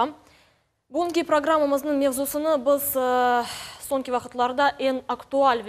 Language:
Crimean Tatar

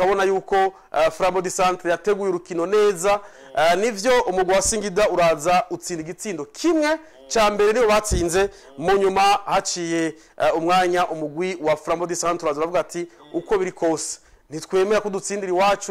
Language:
Rundi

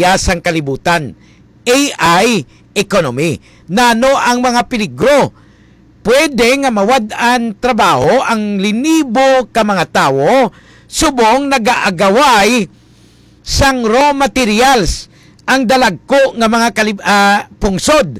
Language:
Hiligaynon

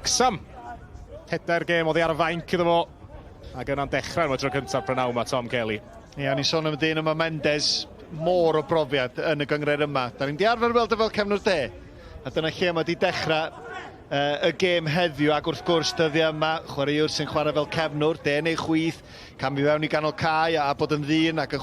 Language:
Welsh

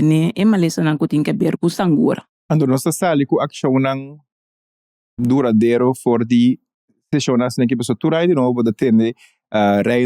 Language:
Papiamento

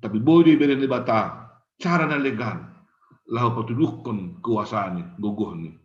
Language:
Batak Simalungun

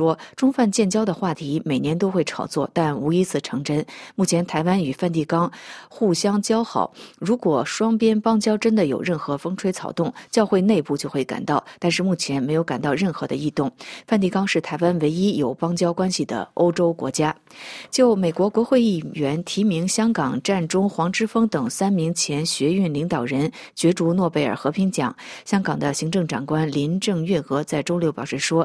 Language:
Chinese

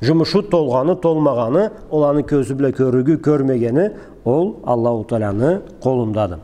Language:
Karachay-Balkar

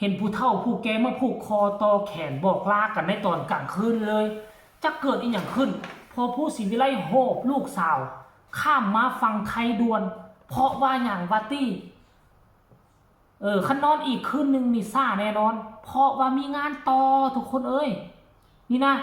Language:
Northeastern Thai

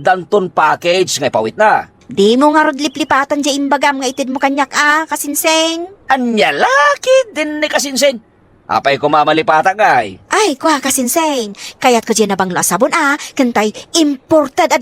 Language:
Iloko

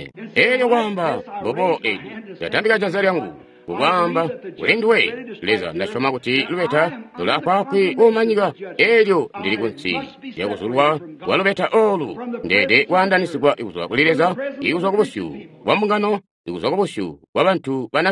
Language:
Tonga (Zambia)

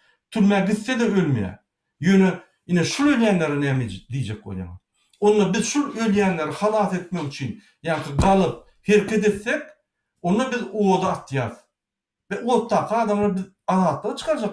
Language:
Turkmen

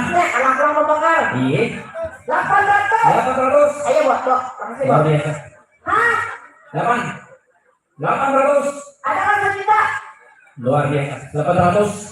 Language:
Banjar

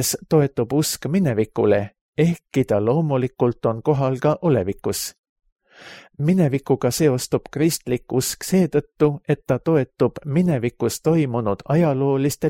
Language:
Estonian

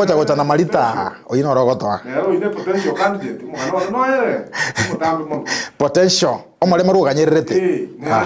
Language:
Gusii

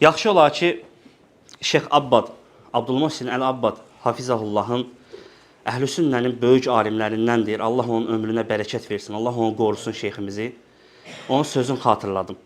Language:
Azerbaijani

